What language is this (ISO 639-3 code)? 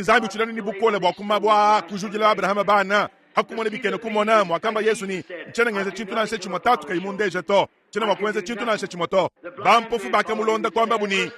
lua